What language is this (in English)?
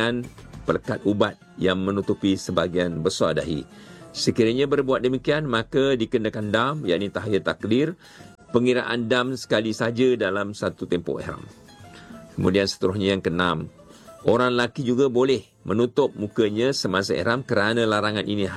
Malay